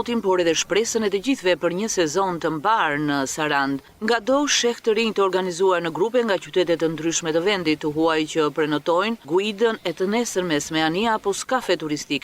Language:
Albanian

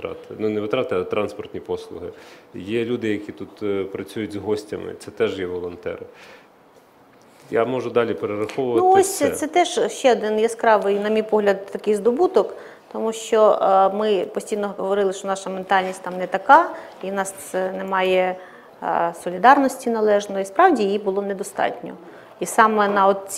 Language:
Ukrainian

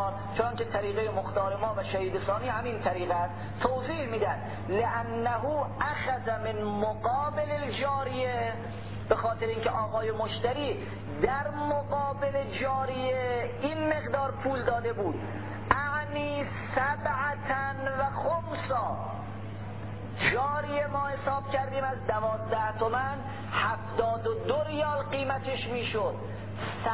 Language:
Persian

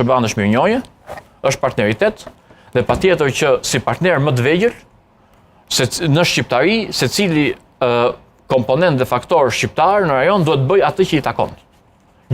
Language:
Albanian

